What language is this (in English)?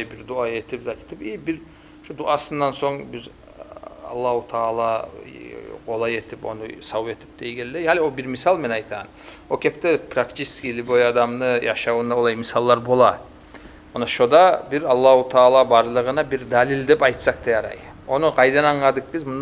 Kumyk